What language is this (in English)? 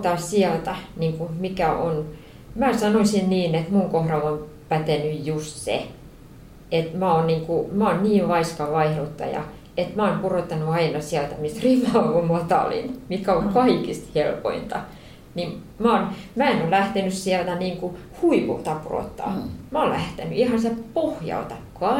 Finnish